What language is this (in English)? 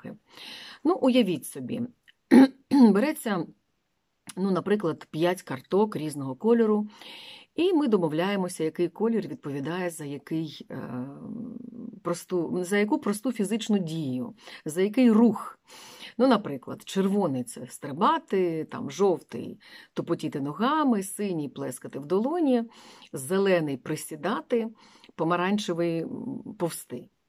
Ukrainian